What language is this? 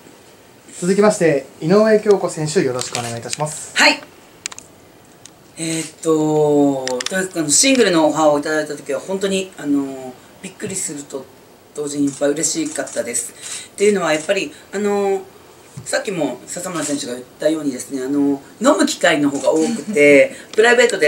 Japanese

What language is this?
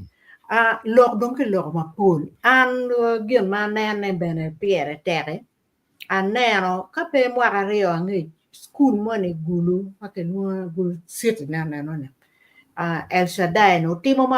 Acoli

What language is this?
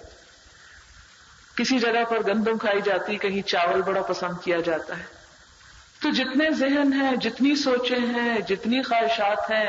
Urdu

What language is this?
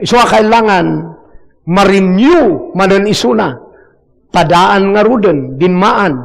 Iloko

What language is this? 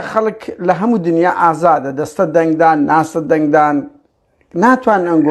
Central Kurdish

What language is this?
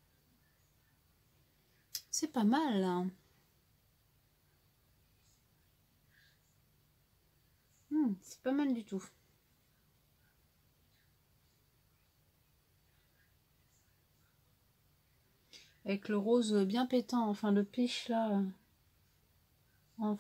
French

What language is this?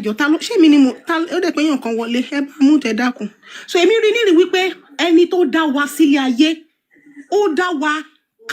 Yoruba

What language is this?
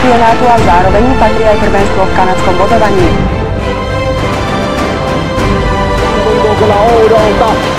Slovak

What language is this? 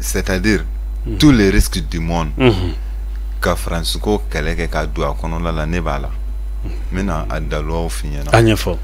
Bambara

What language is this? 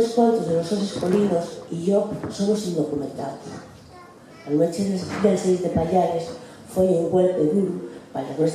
Asturian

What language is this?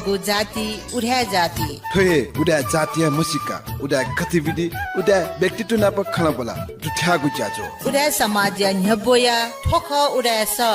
Newari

